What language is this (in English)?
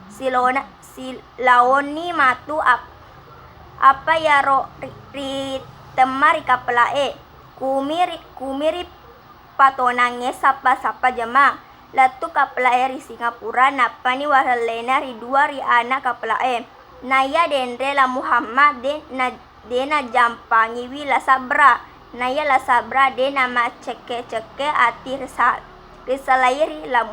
Buginese